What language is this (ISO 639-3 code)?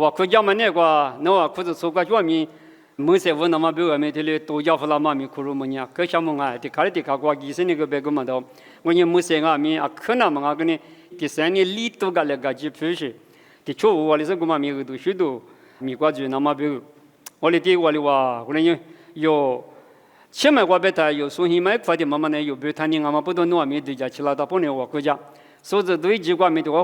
lis